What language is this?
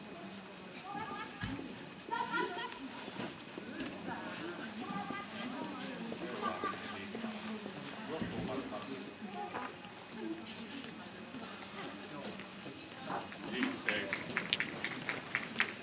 Finnish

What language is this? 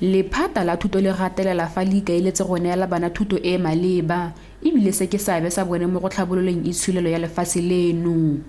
Tswana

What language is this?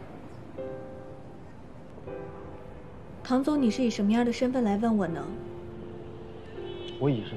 Chinese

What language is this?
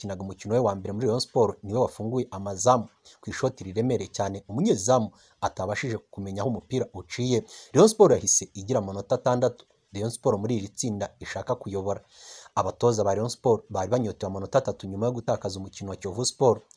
Kinyarwanda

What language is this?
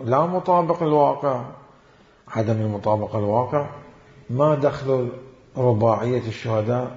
Mesopotamian Arabic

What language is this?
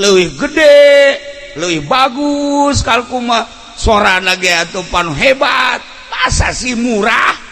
Sundanese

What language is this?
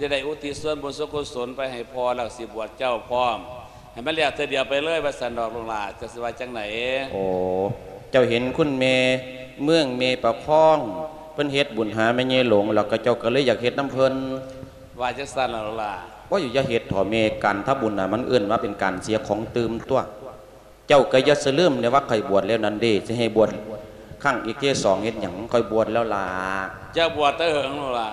Lao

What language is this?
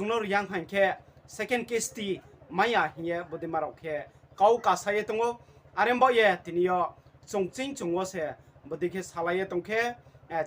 Riang (India)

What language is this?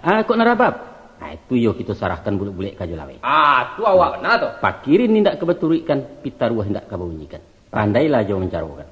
Minangkabau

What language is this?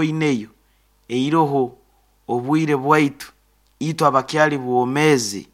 Nyoro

